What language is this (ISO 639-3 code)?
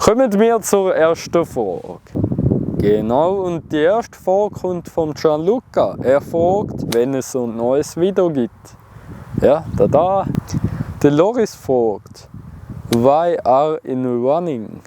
gsw